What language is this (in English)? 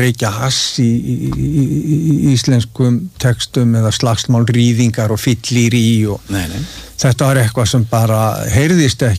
Icelandic